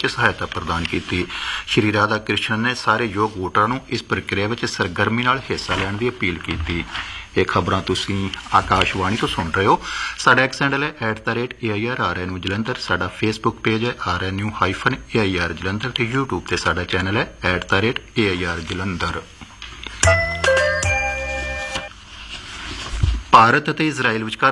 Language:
Punjabi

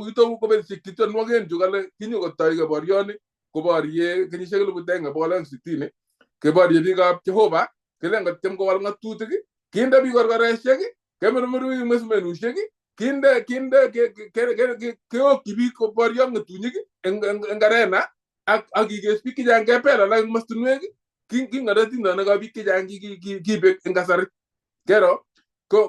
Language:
Kalenjin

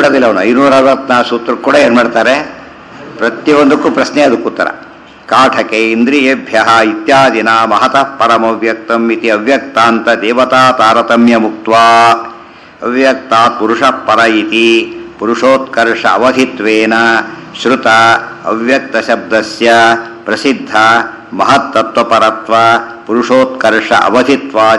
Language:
Kannada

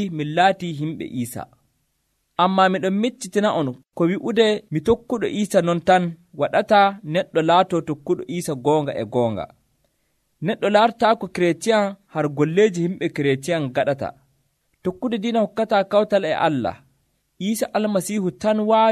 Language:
Nigerian Fulfulde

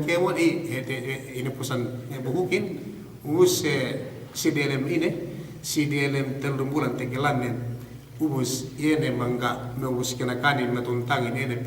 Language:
Yakan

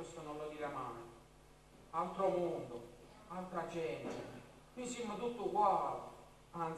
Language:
Neapolitan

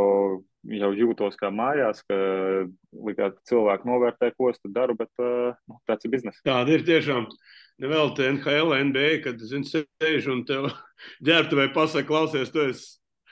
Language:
Latvian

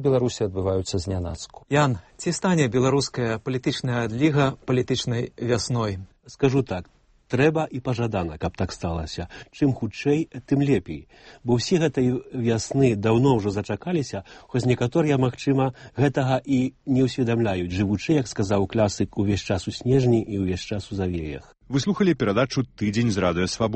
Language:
Belarusian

